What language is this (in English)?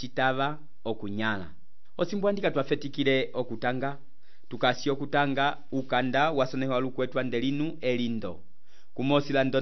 Umbundu